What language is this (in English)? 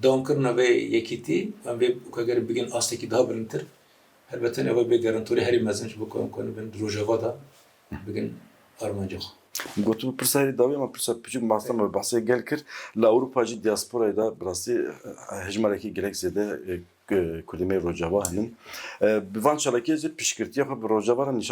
Kurdish